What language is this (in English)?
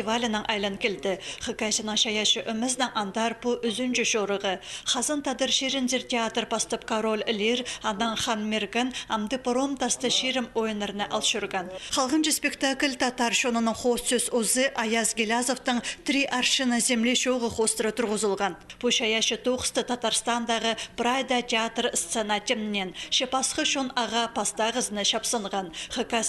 Khakas